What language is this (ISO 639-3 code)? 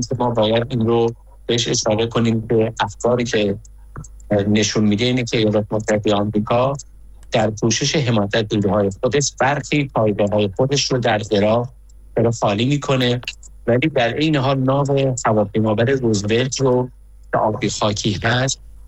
fas